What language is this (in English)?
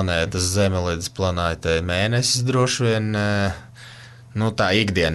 Latvian